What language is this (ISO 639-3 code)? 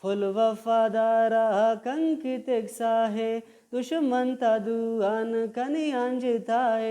brh